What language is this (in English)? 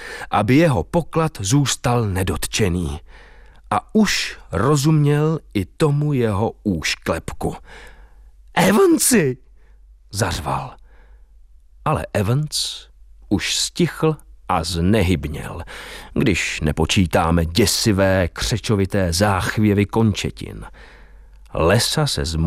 Czech